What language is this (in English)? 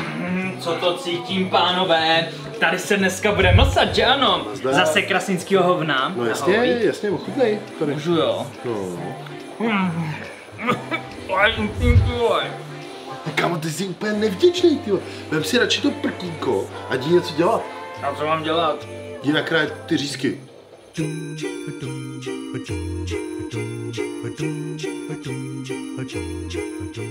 Czech